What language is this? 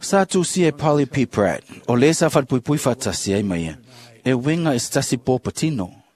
Samoan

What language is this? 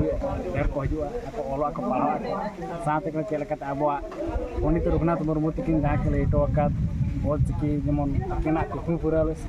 Santali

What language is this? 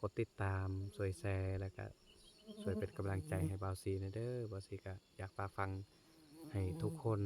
Lao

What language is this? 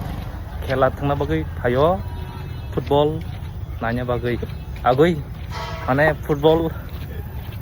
Kok Borok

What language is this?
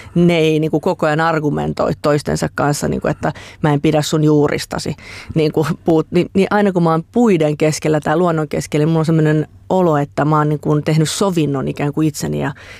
Finnish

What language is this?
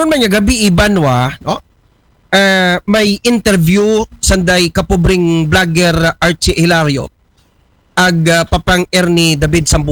Aklanon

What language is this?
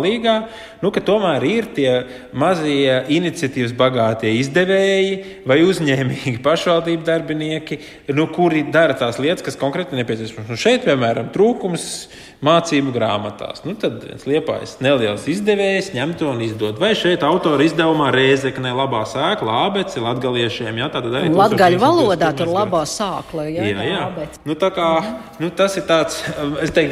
Latvian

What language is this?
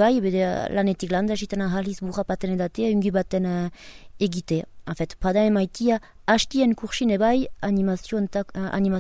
Basque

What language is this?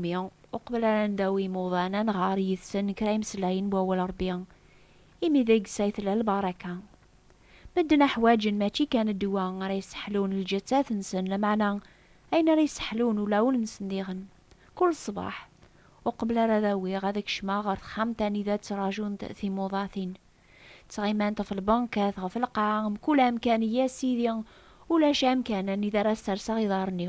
Kabyle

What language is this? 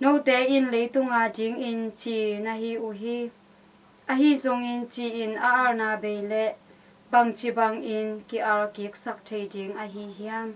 Tedim Chin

